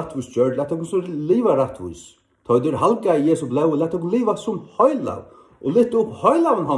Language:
Faroese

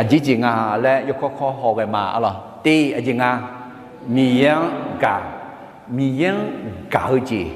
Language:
Akha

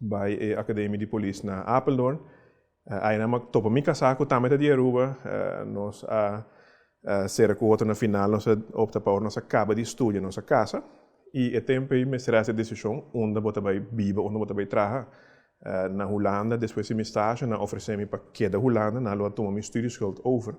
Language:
Papiamento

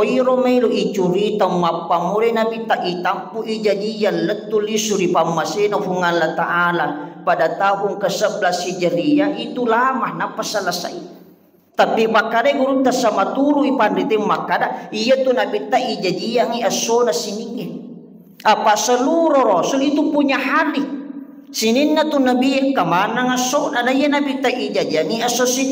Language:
Buginese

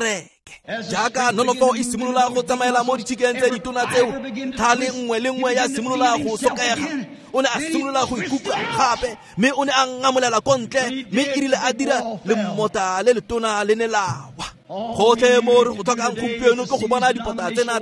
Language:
Tswana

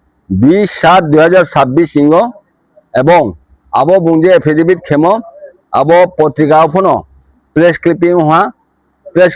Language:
Riang (India)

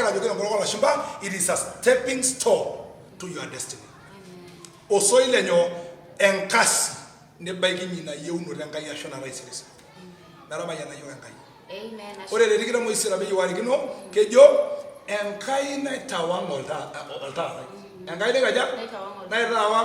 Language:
Masai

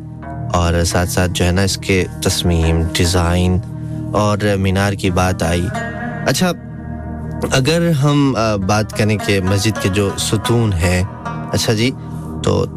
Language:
Urdu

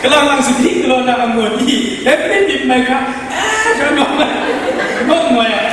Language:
Kachin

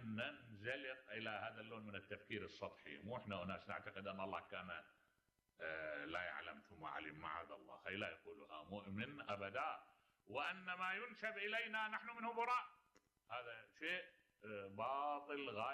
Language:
Mesopotamian Arabic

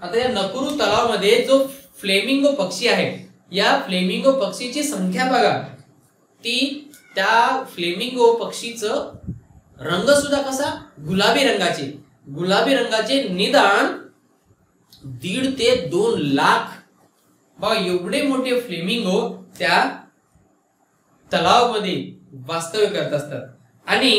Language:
Marathi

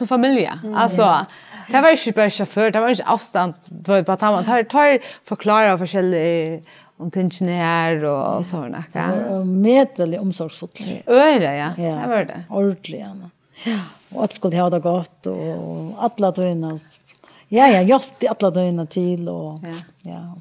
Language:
Faroese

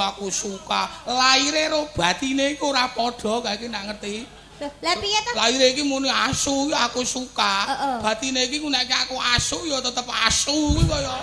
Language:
Javanese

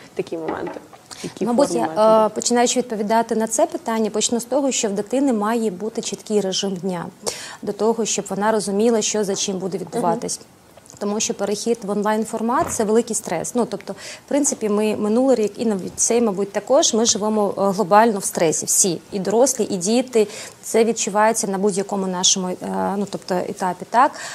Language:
Ukrainian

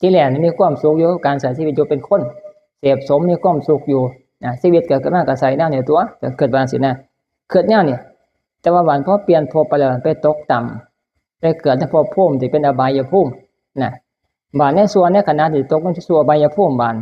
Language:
Northeastern Thai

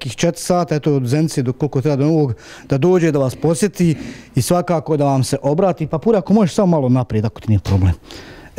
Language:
Bosnian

